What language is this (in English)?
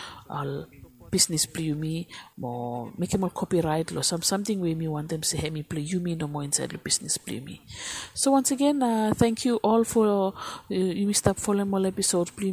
Bislama